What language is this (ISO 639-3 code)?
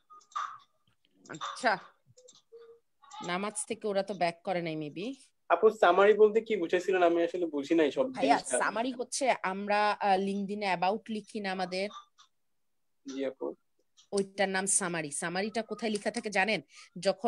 ben